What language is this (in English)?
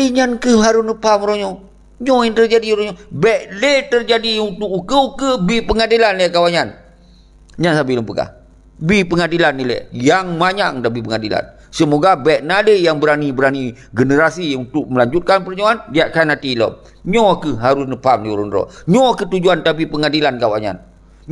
Achinese